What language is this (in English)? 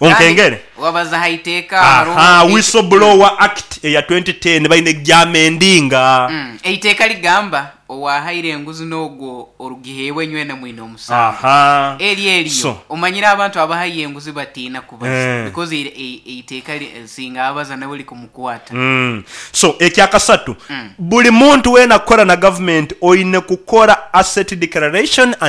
Nyankole